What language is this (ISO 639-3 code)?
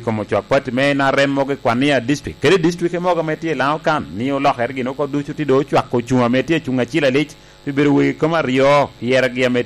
laj